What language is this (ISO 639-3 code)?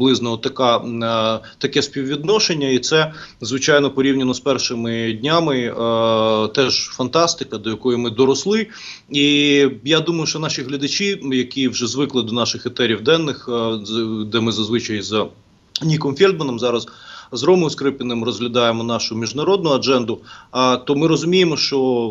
ukr